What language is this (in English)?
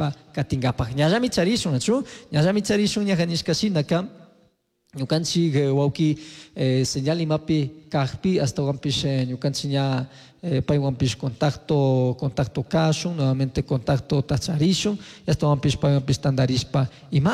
Chimborazo Highland Quichua